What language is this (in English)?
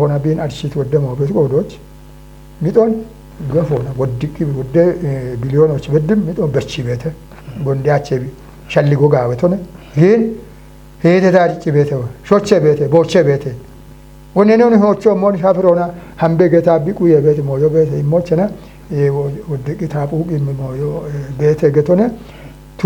Kafa